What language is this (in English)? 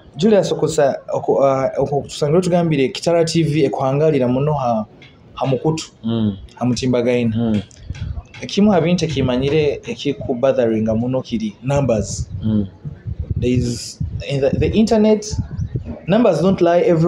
Nyoro